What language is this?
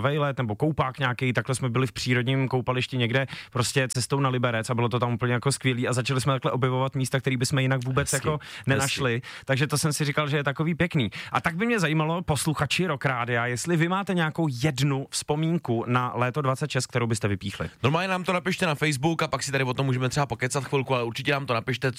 Czech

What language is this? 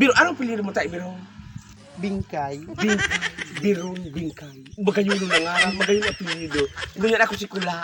Bikol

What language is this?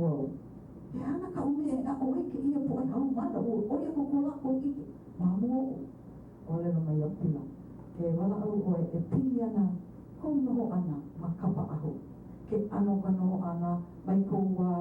Hawaiian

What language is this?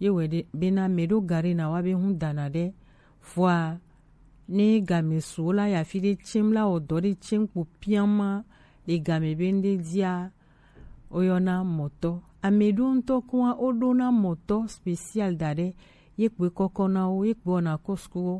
Gen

